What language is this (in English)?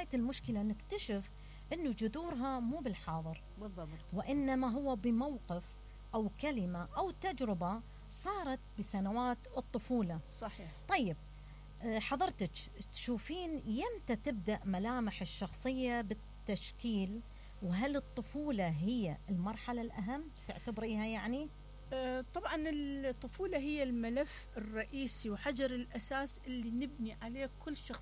Mesopotamian Arabic